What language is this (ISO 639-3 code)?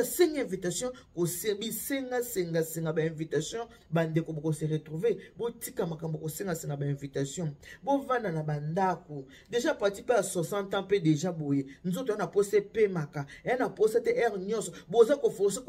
lin